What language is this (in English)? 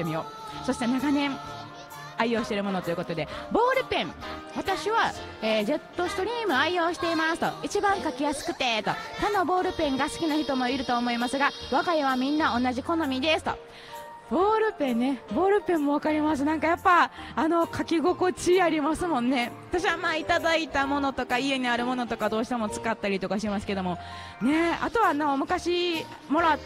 Japanese